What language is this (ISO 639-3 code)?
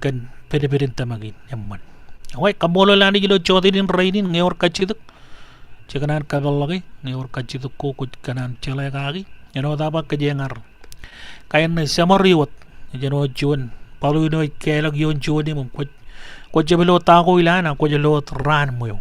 mah